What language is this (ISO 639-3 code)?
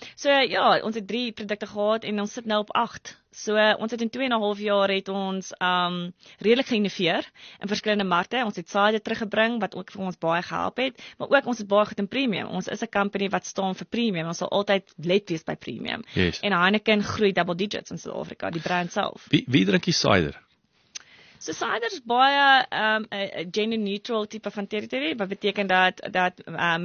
afr